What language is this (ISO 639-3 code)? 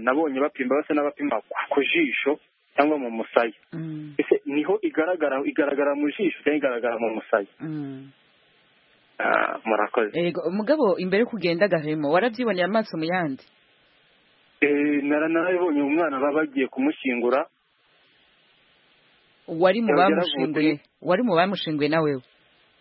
kin